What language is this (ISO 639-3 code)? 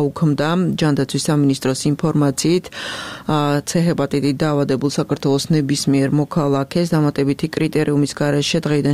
kat